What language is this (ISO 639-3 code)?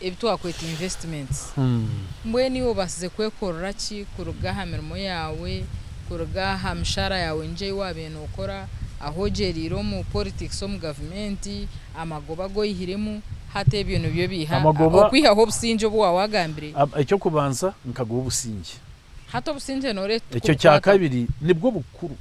nyn